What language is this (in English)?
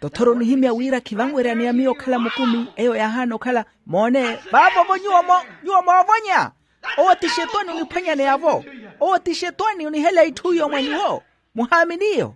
Makhuwa